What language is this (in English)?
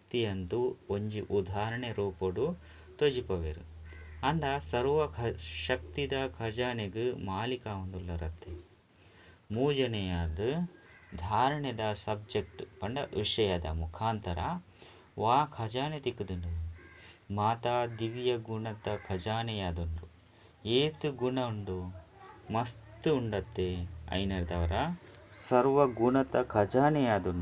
Tulu